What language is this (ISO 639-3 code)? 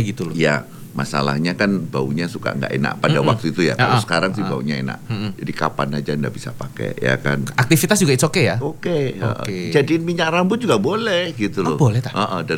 ind